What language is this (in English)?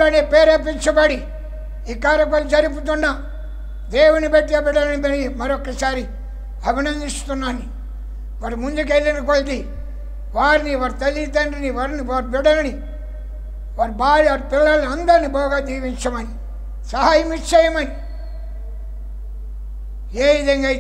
Telugu